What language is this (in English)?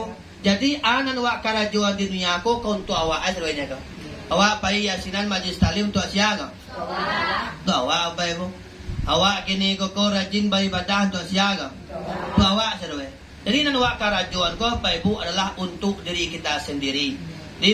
Minangkabau